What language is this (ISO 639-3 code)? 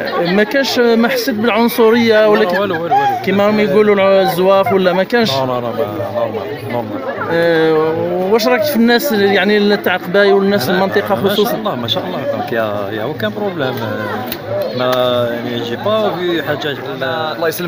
arq